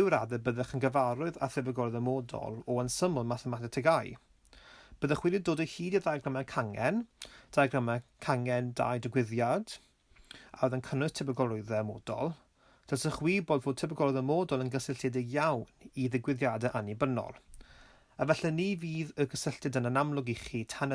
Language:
Welsh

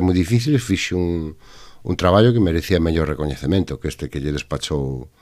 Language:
Galician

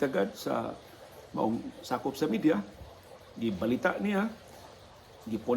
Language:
Cebuano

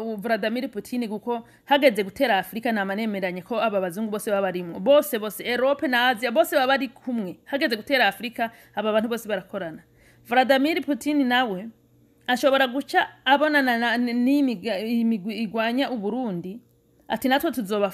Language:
Rundi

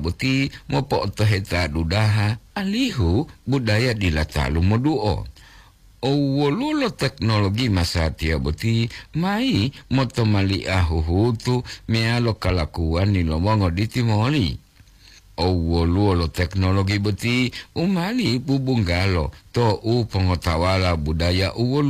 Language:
Gorontalo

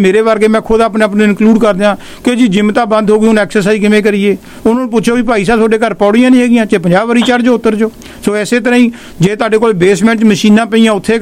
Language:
Punjabi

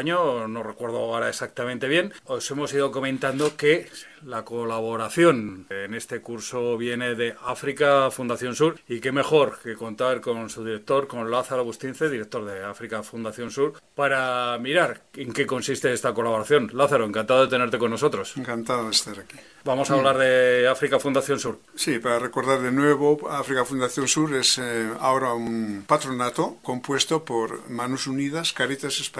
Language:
Spanish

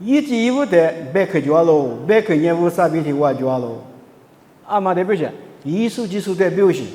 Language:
Lisu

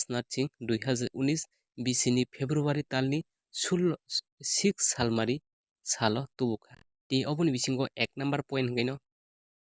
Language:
Kok Borok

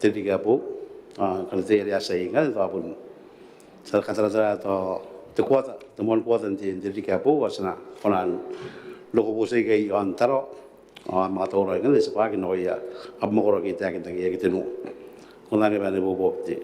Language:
Gilbertese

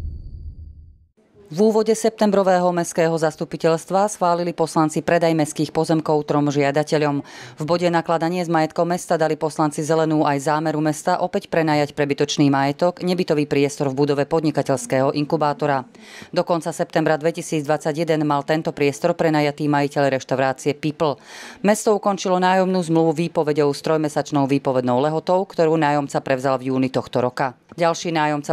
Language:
Slovak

